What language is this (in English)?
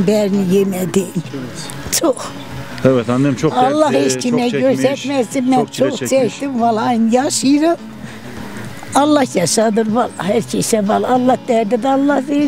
Turkish